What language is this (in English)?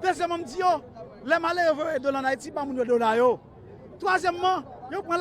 Haitian Creole